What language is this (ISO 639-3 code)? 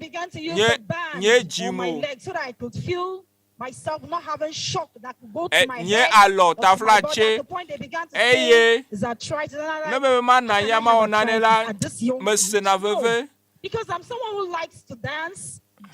ewe